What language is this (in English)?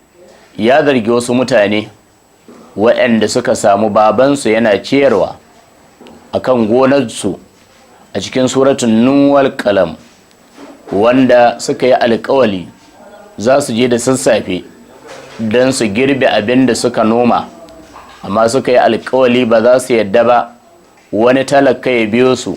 Hausa